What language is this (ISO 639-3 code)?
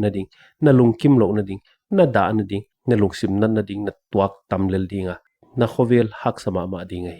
pck